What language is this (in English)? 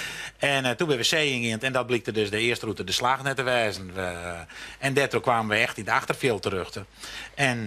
Western Frisian